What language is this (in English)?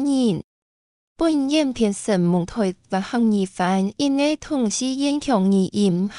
Hakka Chinese